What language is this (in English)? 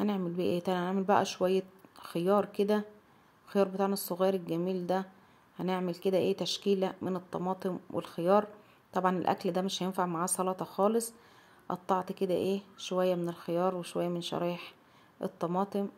Egyptian Arabic